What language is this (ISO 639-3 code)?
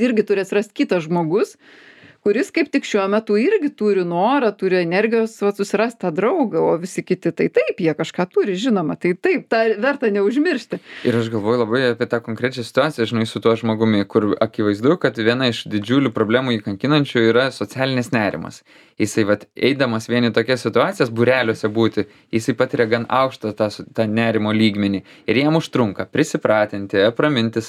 lit